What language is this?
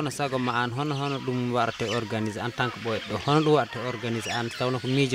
Fula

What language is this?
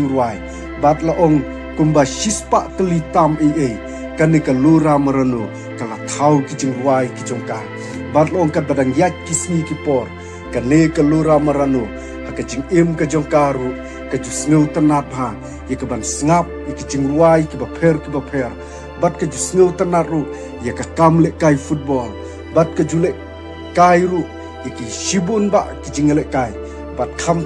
Khasi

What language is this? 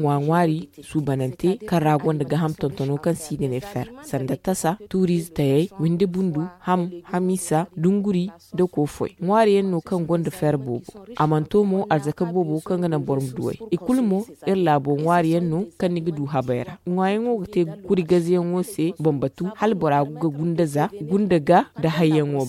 Zarma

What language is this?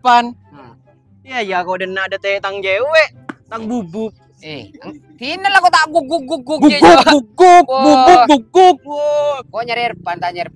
Madurese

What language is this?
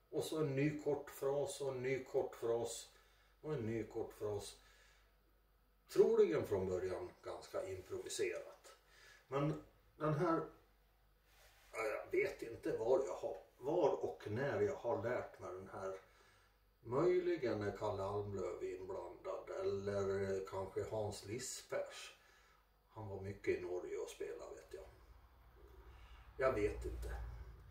Swedish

